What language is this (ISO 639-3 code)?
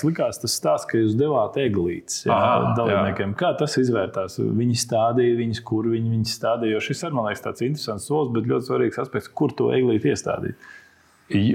lav